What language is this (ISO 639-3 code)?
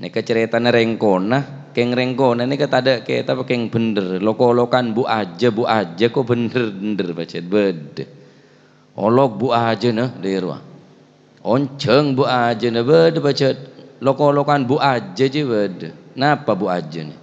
mad